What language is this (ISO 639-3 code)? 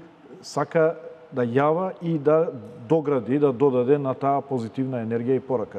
mkd